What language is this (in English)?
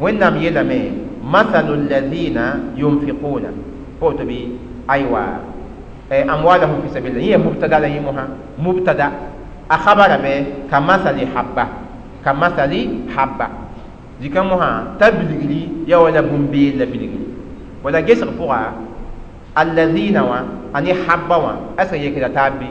Mossi